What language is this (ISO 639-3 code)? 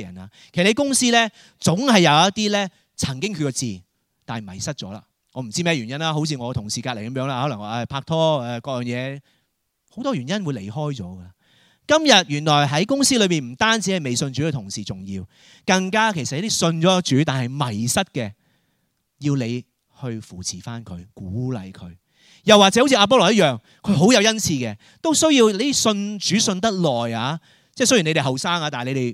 yue